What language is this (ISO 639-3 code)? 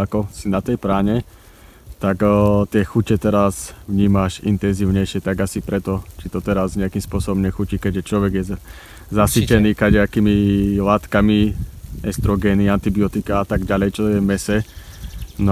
slk